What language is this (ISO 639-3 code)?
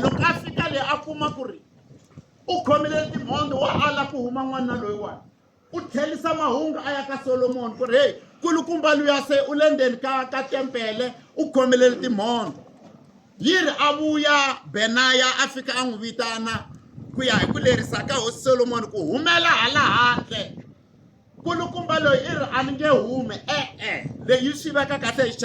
tso